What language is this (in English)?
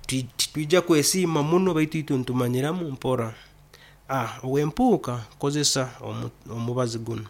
Nyoro